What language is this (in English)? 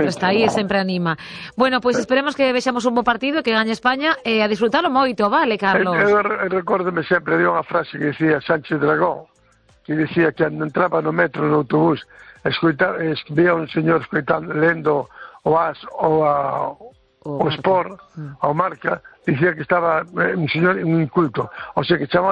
Galician